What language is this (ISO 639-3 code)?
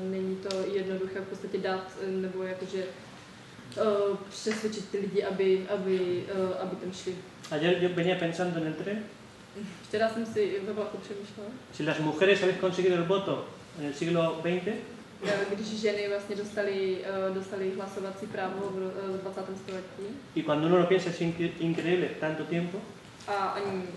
ces